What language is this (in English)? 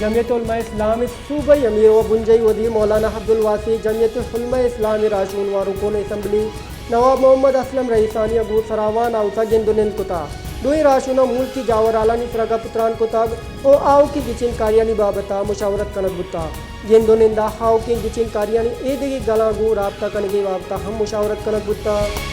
Baluchi